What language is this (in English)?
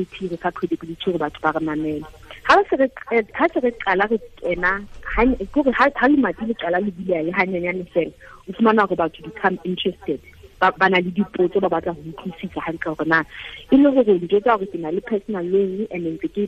Southern Sotho